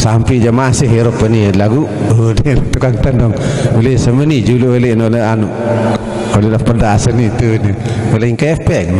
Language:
Sasak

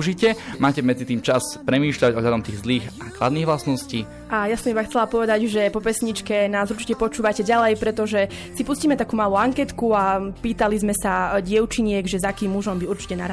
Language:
Slovak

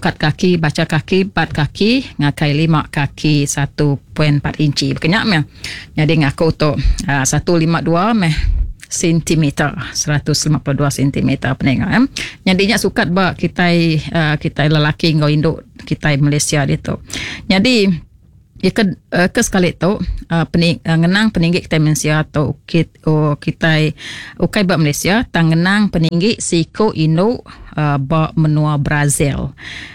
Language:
Iban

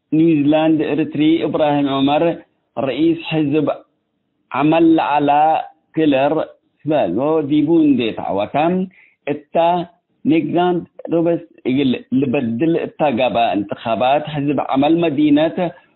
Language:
Tigre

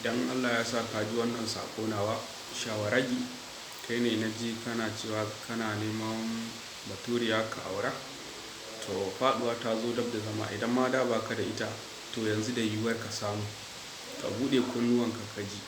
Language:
Hausa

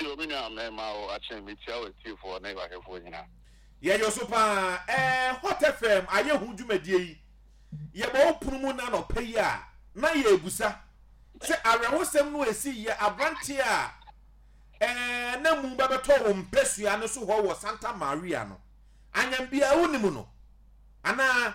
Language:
Akan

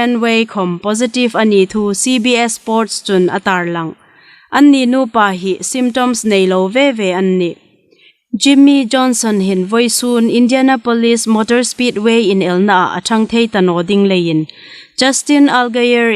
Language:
Hmar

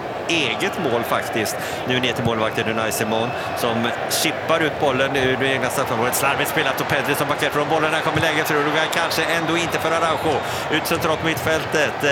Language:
Swedish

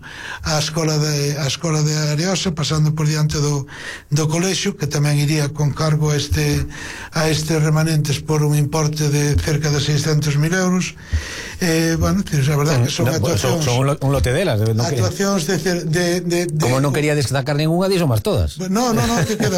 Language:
Galician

